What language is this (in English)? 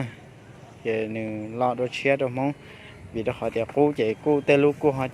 Hmong